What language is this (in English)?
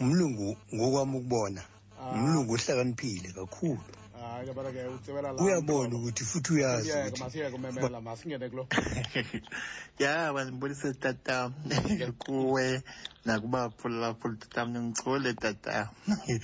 Xhosa